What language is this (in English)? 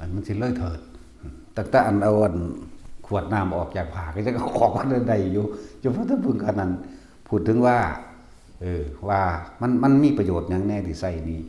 Northeastern Thai